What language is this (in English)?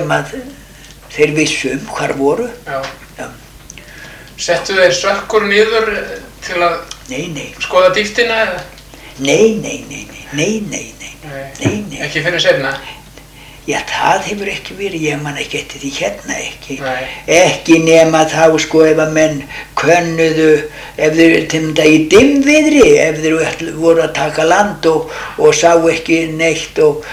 Icelandic